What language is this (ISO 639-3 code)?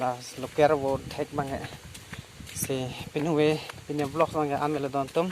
mjw